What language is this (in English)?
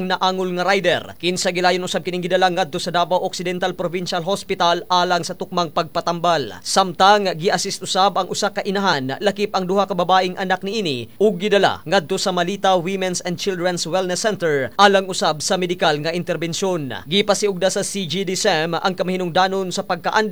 Cebuano